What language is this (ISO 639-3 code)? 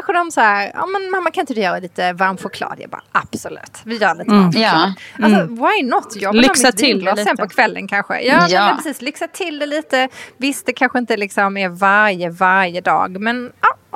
swe